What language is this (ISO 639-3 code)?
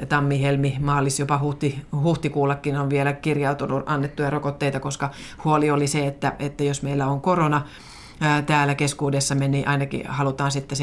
fin